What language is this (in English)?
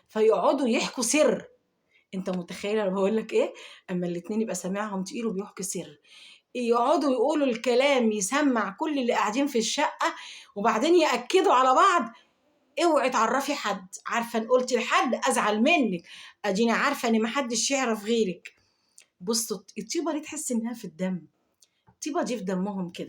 Egyptian Arabic